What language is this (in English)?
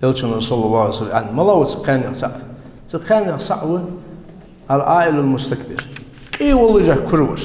Ingush